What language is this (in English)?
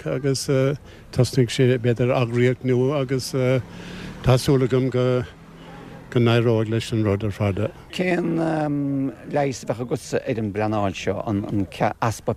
Irish